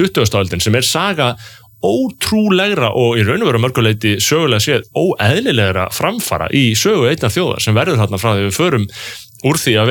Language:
Icelandic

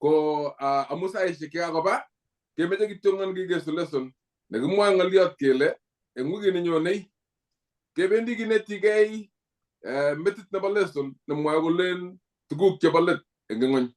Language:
Kalenjin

